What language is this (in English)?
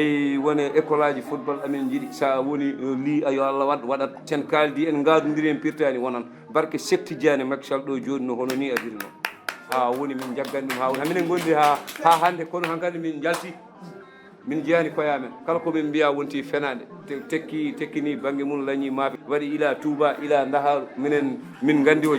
Fula